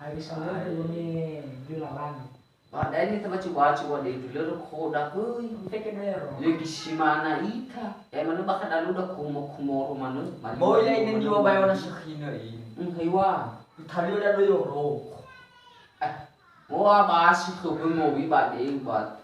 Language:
Nias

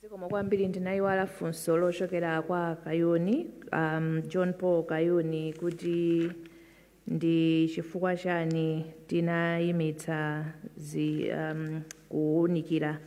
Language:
Nyanja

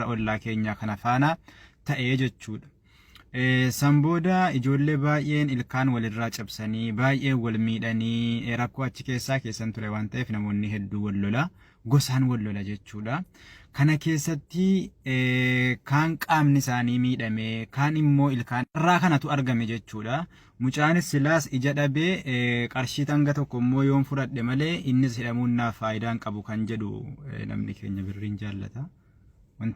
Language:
Oromo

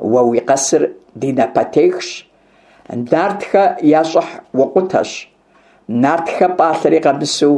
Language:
Kabardian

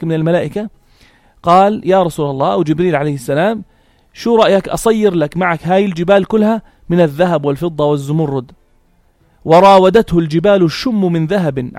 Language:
North Levantine Arabic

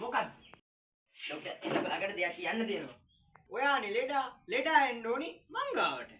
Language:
Sinhala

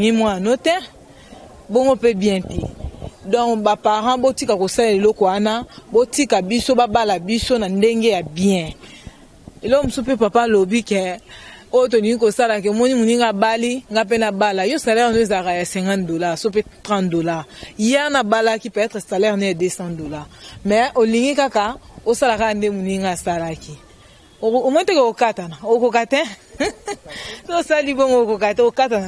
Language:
Lingala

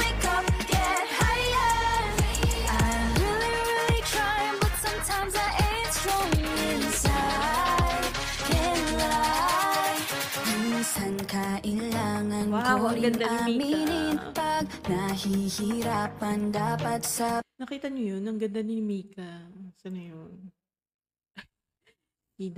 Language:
Filipino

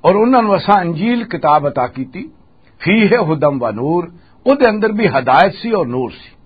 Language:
Western Panjabi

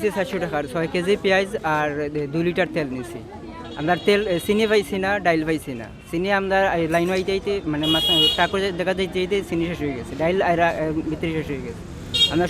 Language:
Sylheti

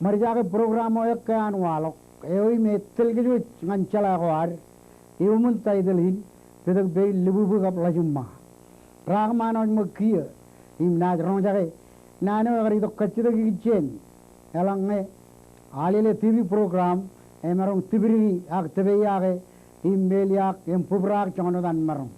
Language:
Marshallese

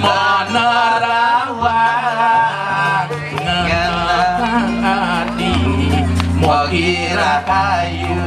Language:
Balinese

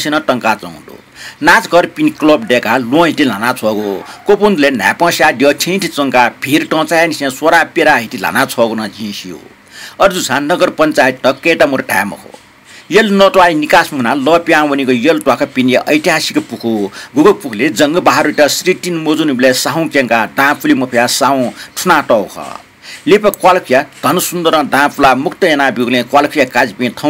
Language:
Newari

